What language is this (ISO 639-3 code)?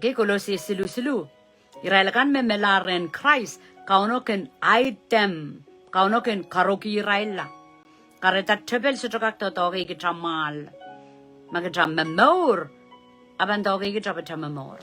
pon